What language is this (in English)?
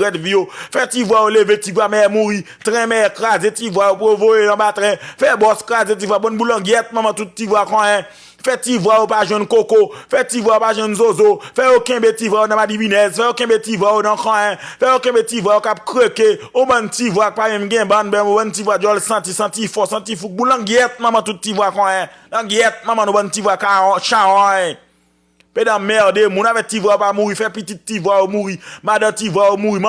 Haitian Creole